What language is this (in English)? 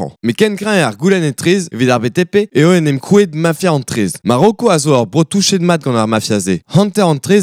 Breton